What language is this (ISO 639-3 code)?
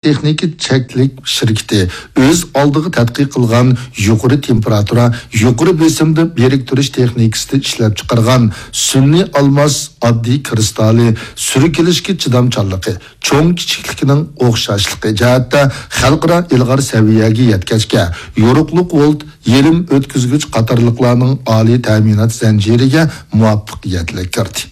uig